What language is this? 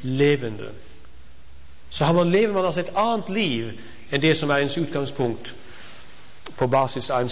Norwegian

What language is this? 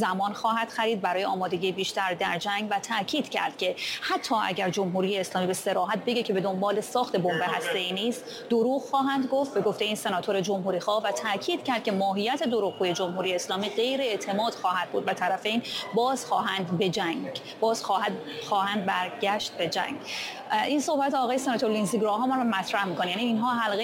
Persian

